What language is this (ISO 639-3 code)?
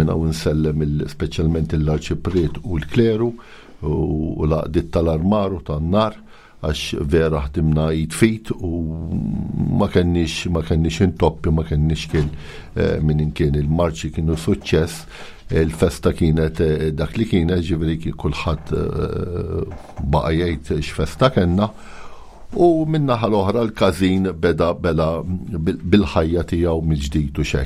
mlt